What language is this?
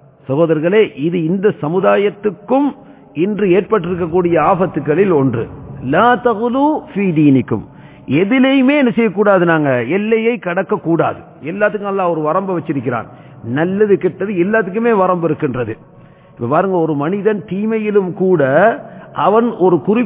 Tamil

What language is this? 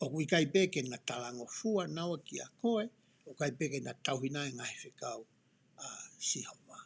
Tongan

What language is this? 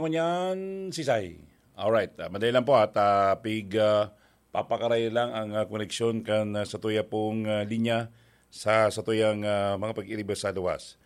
Bikol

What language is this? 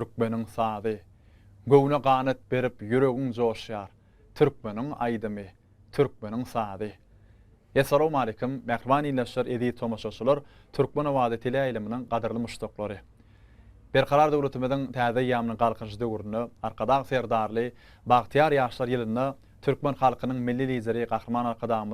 Turkmen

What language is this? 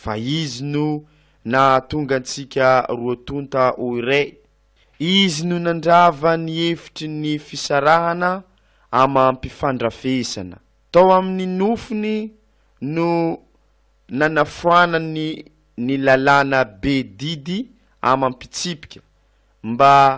Malagasy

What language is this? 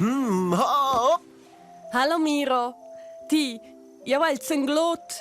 Romansh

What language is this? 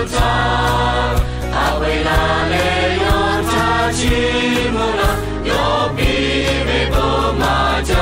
Lahu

